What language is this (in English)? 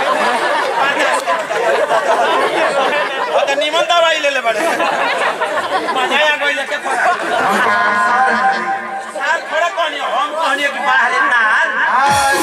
Bhojpuri